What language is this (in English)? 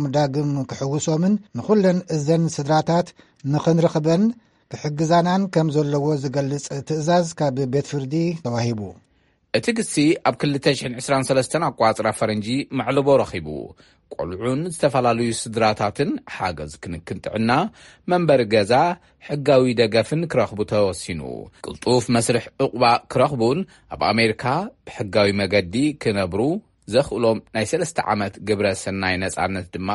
Tigrinya